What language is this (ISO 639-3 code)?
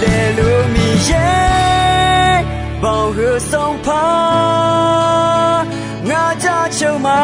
ahk